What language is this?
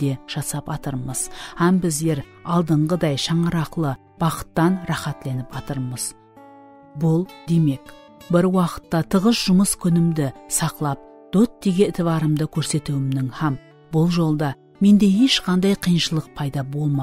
Kara-Kalpak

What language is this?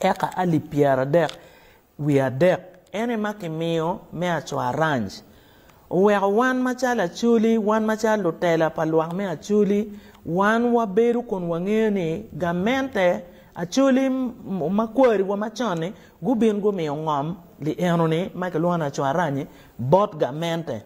Acoli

